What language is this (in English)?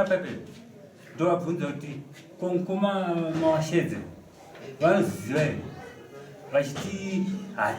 Shona